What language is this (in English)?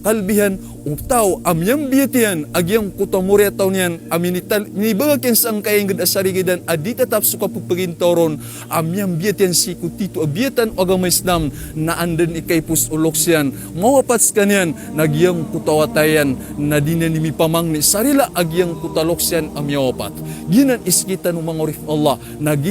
Maranao